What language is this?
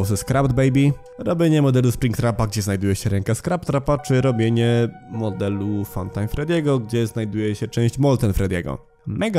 Polish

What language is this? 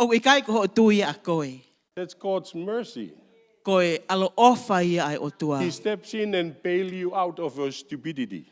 Tongan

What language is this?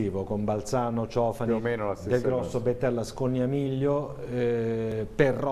Italian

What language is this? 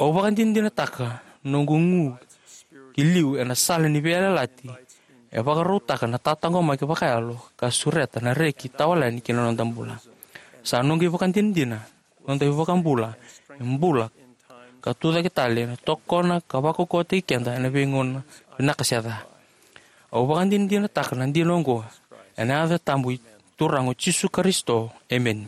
Fijian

